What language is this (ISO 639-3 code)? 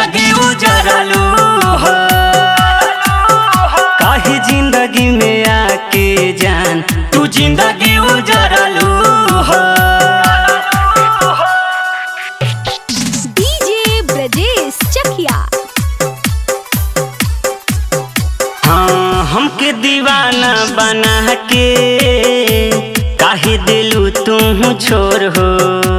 bho